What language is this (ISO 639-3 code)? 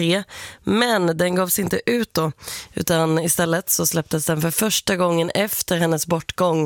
swe